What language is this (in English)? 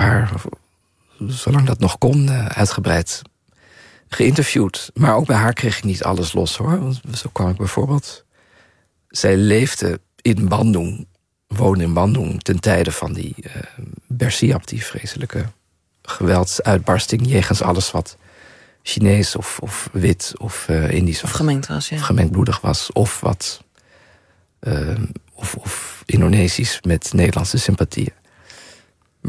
Dutch